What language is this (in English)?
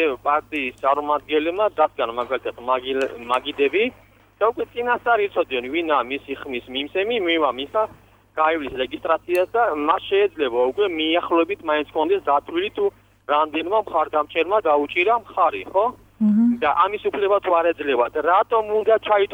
Georgian